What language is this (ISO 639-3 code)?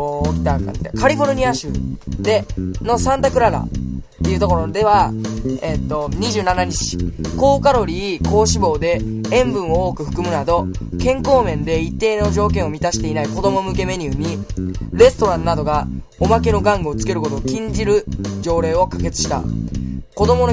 jpn